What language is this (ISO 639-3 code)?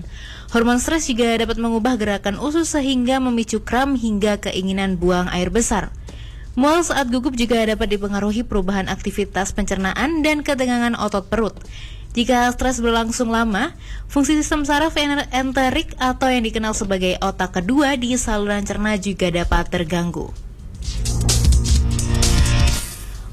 ind